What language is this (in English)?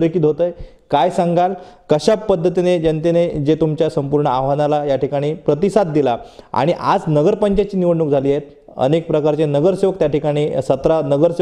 Marathi